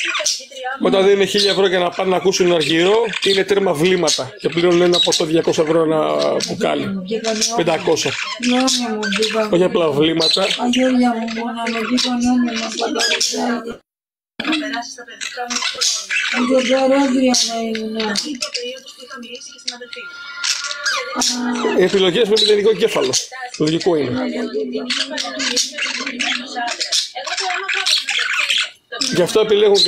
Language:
Greek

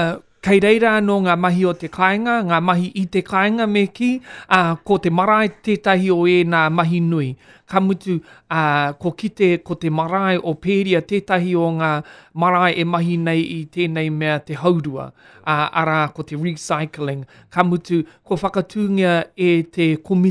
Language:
Māori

